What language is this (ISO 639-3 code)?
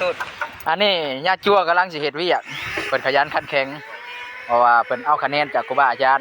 lao